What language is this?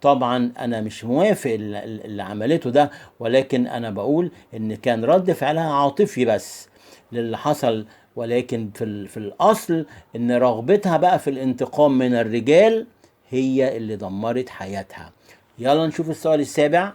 Egyptian Arabic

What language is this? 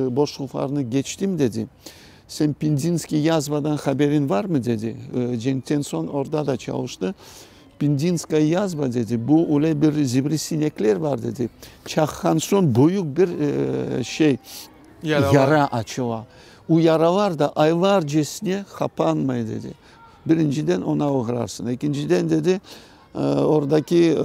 Crimean Tatar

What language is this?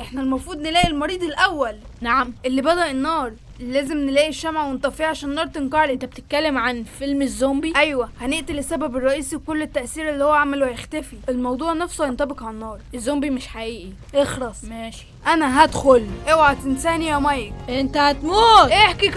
Egyptian Arabic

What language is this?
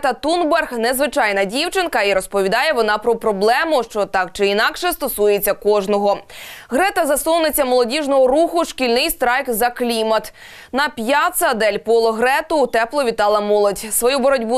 Ukrainian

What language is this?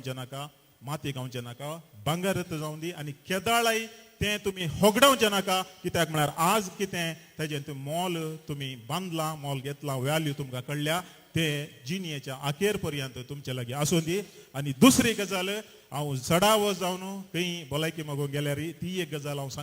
Konkani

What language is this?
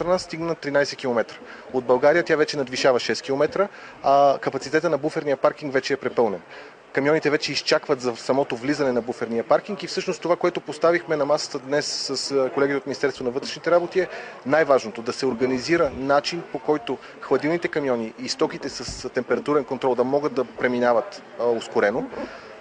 Bulgarian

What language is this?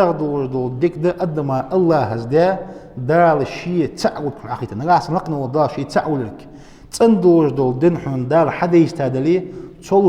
Ingush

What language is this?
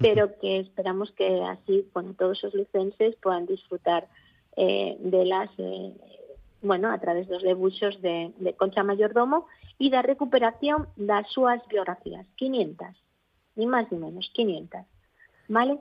Galician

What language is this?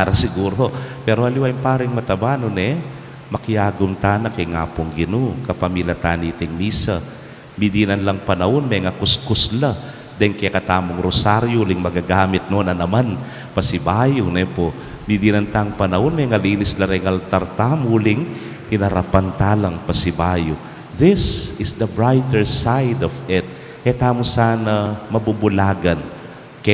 Pampanga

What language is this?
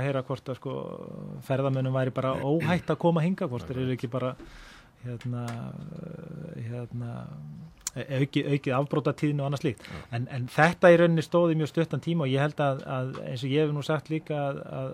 Icelandic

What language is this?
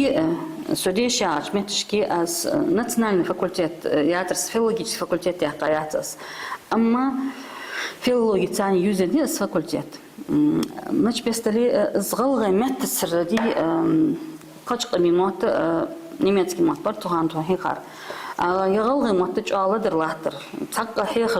Ingush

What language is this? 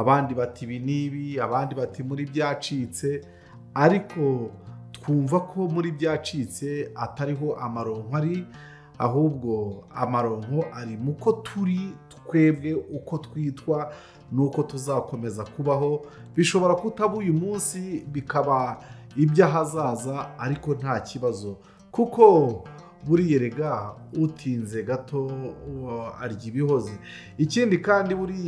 Kinyarwanda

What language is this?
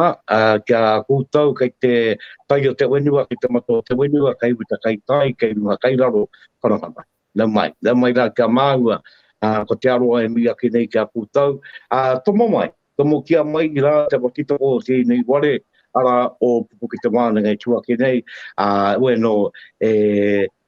Māori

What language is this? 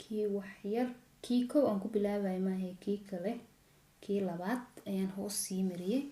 Somali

